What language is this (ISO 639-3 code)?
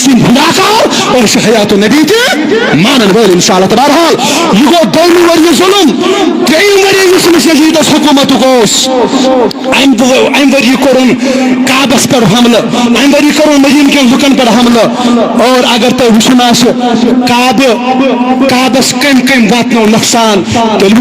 kas